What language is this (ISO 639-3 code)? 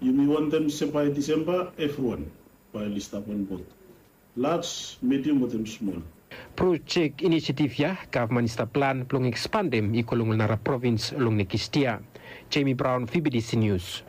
bis